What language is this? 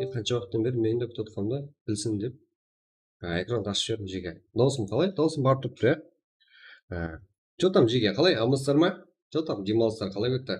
Kara-Kalpak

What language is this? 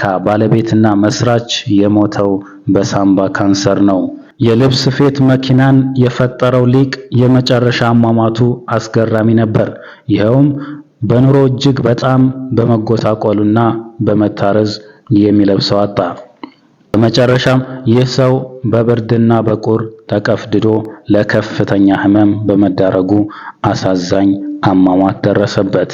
Amharic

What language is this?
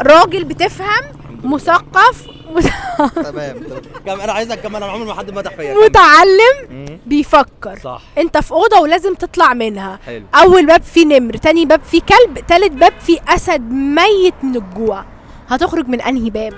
Egyptian Arabic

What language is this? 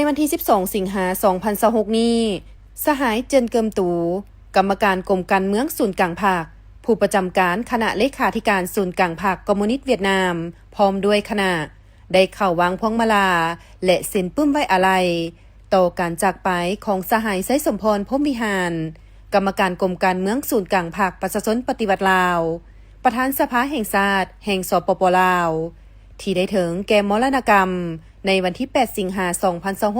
Lao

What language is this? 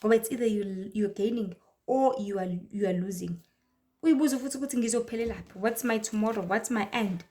Zulu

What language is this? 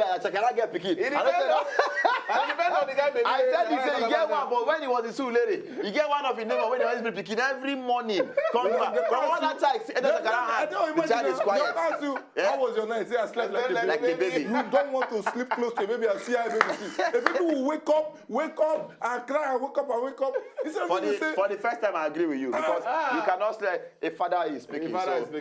Nigerian Pidgin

